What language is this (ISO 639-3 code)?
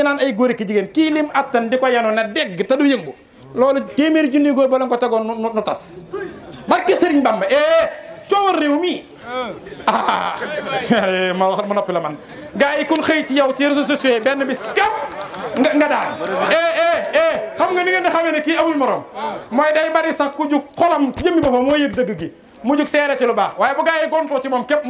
wol